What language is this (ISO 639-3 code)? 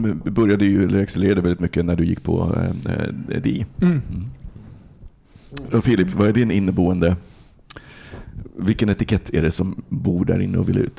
swe